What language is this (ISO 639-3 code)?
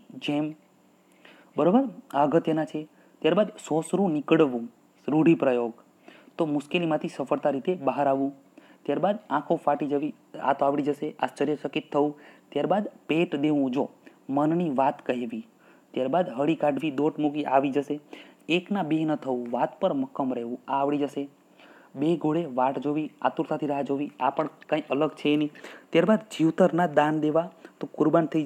guj